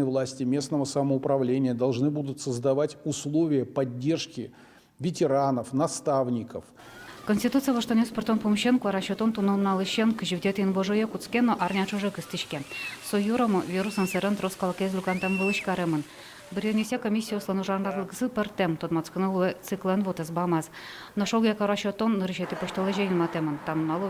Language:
Udmurt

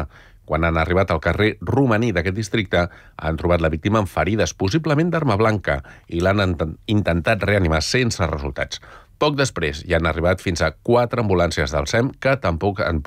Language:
Catalan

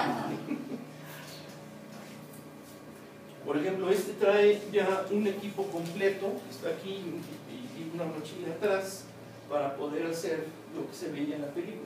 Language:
Spanish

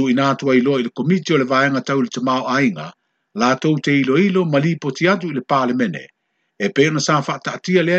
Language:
Samoan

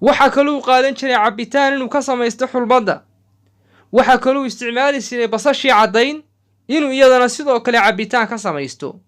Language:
Somali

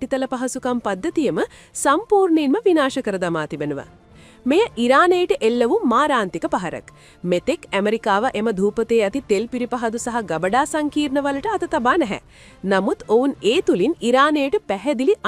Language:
Sinhala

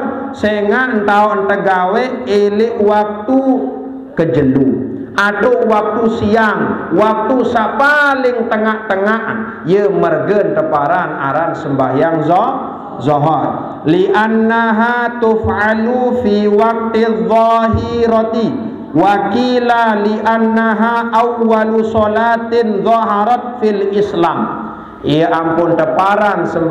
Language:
Sasak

